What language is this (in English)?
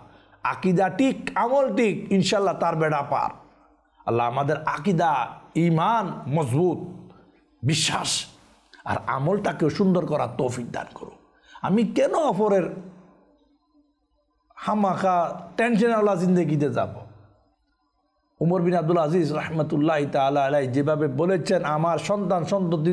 Bangla